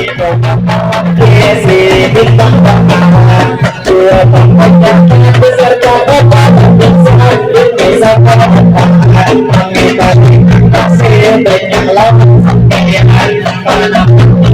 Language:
Banjar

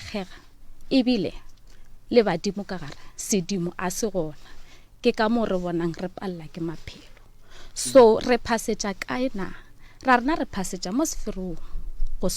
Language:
Northern Sotho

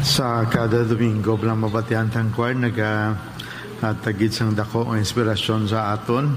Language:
Hiligaynon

